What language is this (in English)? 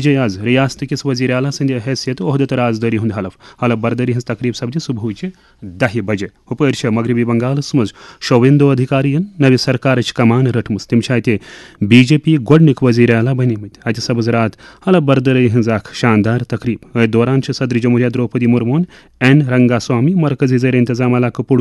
Kashmiri